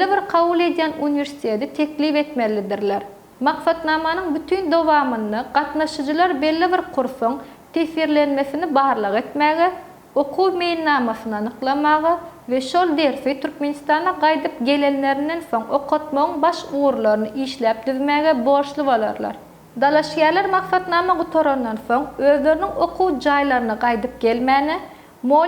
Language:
Turkmen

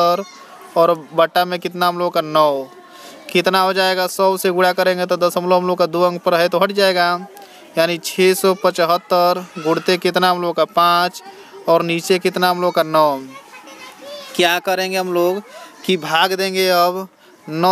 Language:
Hindi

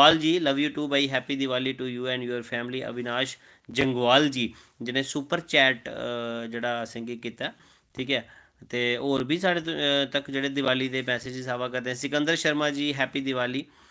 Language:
Dogri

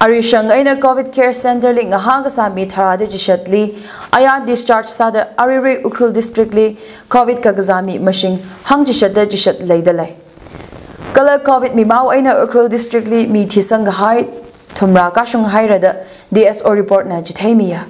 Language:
Tangkhul Naga (India)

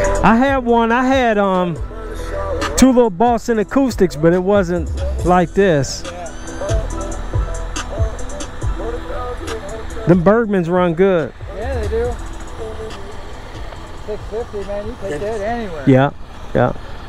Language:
English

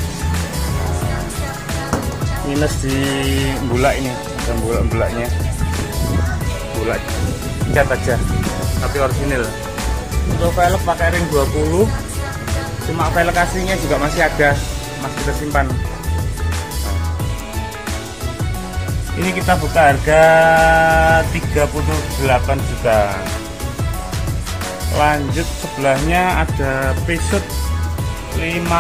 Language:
Indonesian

